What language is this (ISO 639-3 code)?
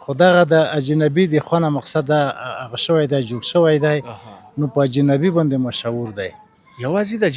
pus